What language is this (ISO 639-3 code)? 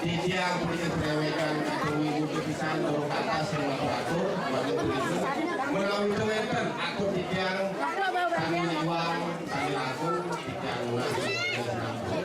ban